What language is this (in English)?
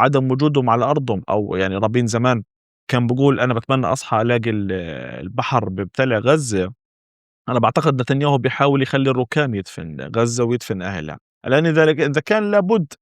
North Levantine Arabic